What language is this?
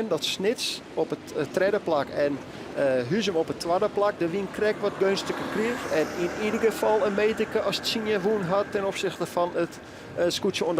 Western Frisian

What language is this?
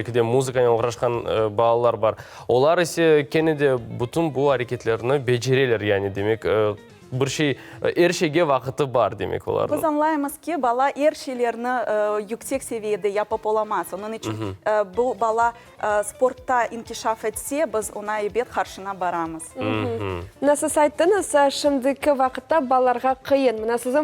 Crimean Tatar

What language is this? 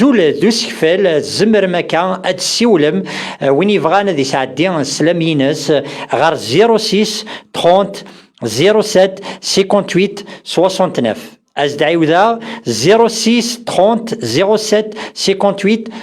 Kabyle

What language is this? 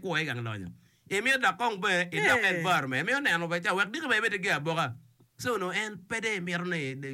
Acoli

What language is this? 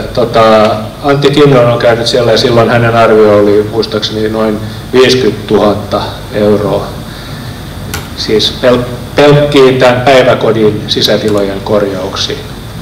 Finnish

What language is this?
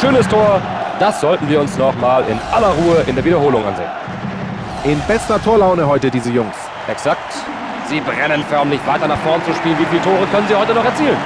Bavarian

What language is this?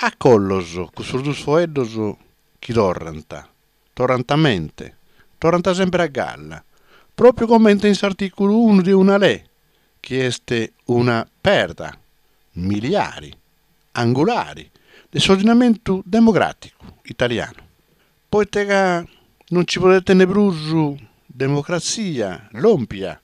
Sardinian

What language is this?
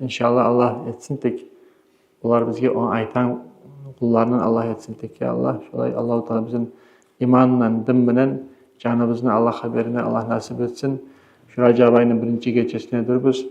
Kumyk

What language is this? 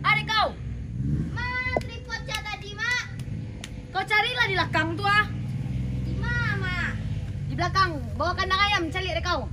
Minangkabau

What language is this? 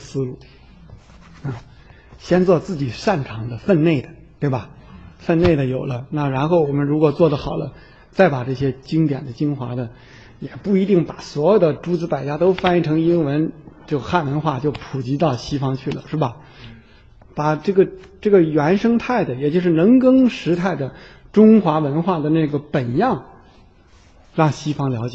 Chinese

